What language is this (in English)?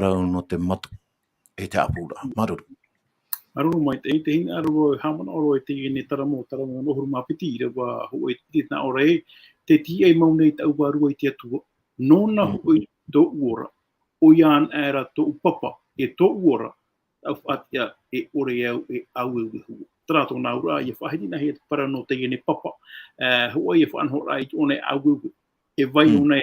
Tahitian